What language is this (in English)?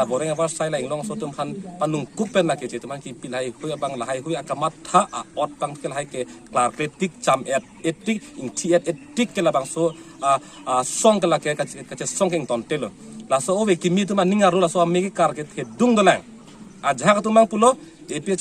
Karbi